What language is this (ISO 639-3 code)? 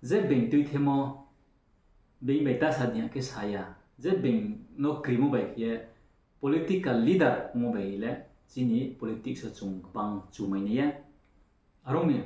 ria